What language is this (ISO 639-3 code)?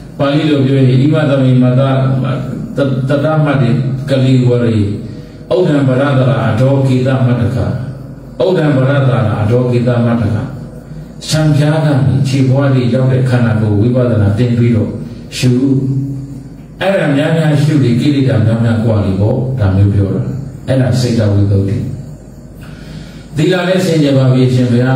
mya